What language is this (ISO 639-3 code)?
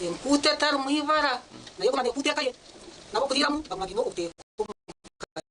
nyn